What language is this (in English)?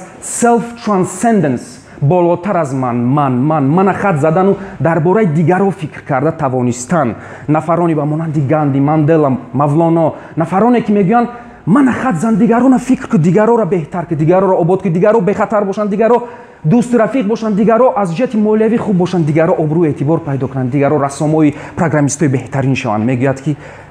Tajik